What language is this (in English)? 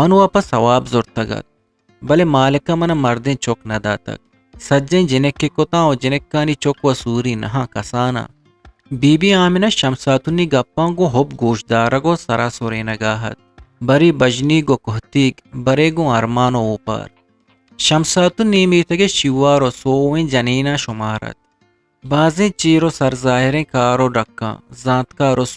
Eastern Balochi